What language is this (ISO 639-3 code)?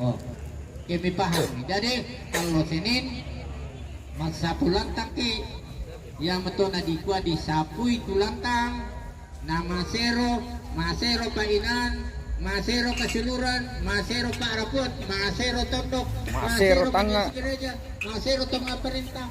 sda